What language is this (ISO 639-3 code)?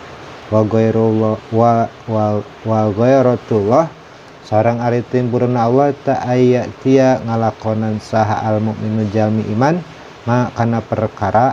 sun